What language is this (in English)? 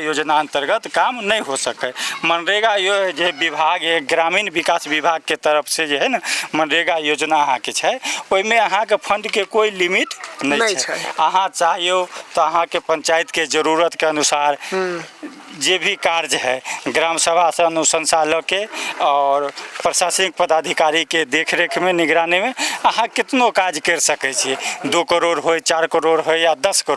Maithili